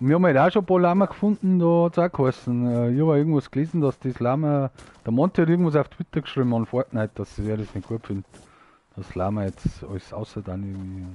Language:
Bavarian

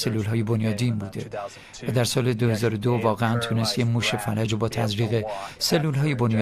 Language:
Persian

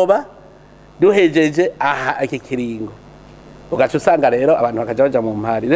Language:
Rundi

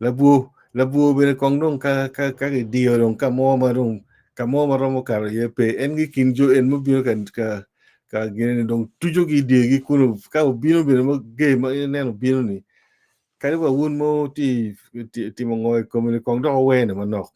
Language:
Acoli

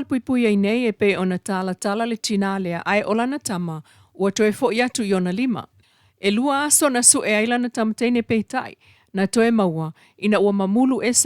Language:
Samoan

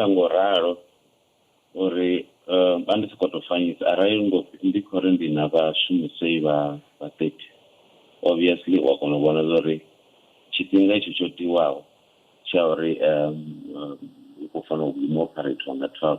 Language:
Venda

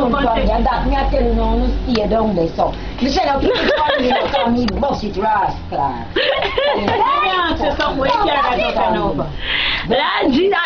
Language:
Jamaican Creole English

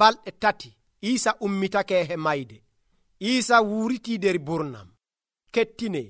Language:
Nigerian Fulfulde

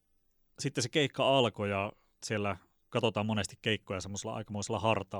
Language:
Finnish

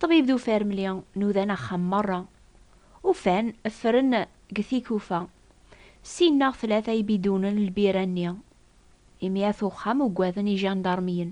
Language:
Kabyle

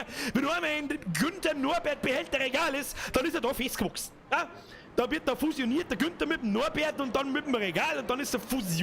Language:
Bavarian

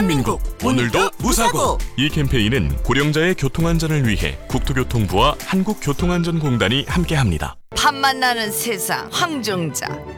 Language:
Korean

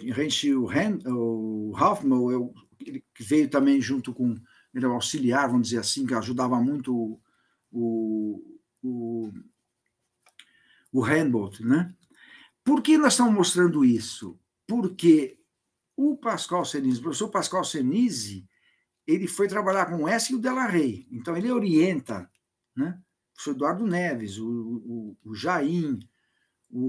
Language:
Portuguese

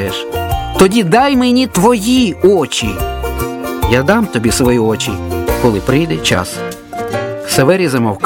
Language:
Ukrainian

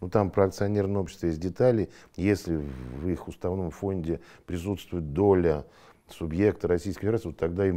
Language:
Russian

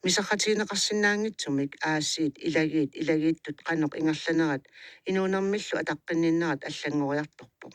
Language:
Kalaallisut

